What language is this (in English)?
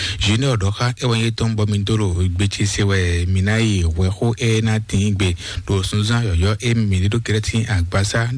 Fon